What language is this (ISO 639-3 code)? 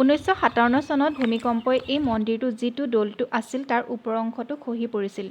asm